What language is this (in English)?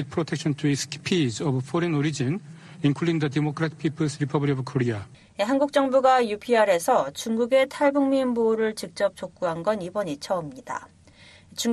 Korean